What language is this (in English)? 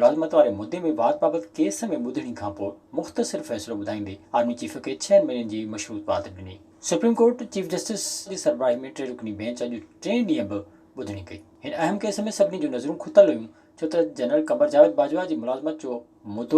Sindhi